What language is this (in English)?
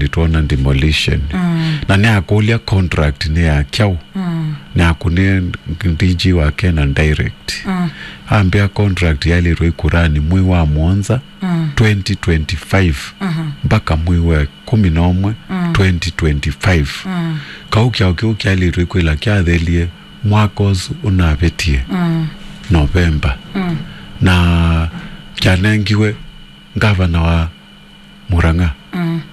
Kamba